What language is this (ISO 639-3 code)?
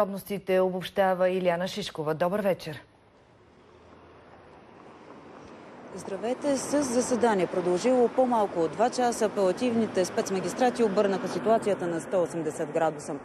bul